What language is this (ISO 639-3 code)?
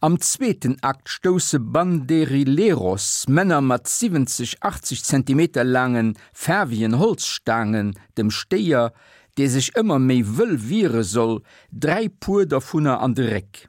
ltz